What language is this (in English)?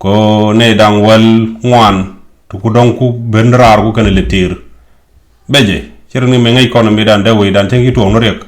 Nuer